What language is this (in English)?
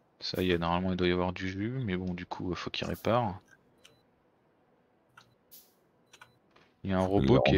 French